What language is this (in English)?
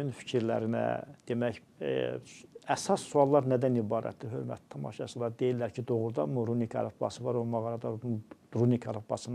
Azerbaijani